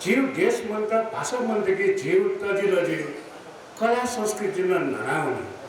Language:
Newari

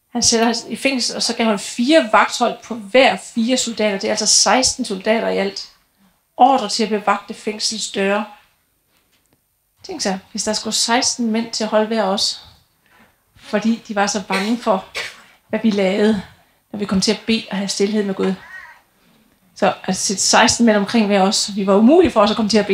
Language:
Danish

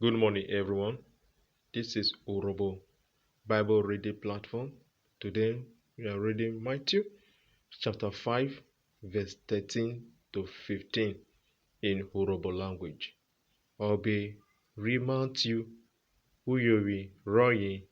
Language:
Urhobo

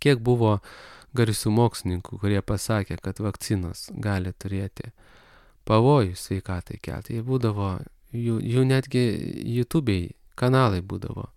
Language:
Lithuanian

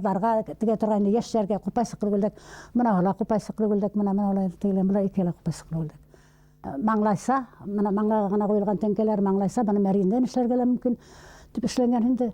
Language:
Bashkir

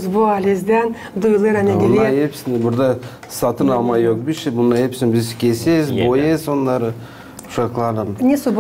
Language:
Gagauz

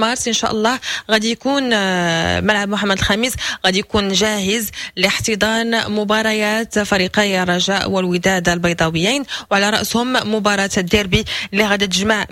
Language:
Moroccan Arabic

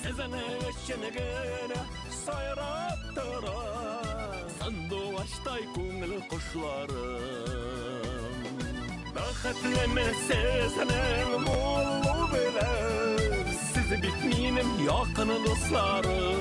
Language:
Bashkir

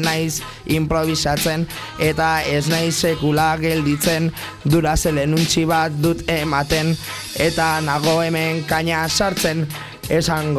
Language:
Basque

